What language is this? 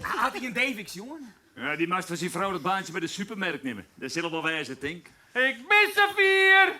Western Frisian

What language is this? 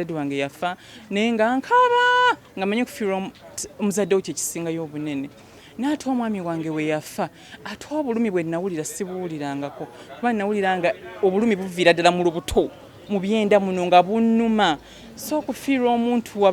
Ganda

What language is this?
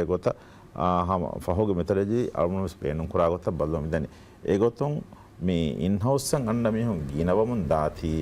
Divehi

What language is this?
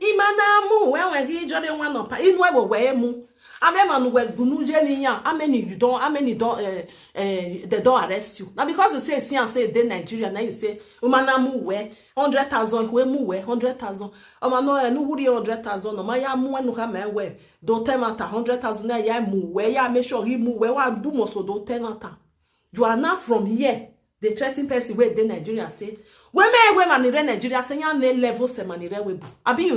Nigerian Pidgin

